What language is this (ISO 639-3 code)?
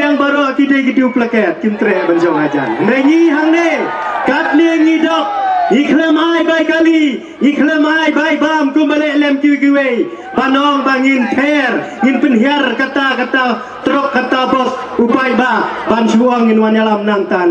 kha